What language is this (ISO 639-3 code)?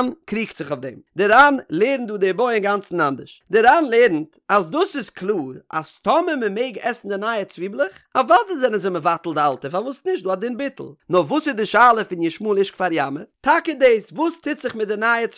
yid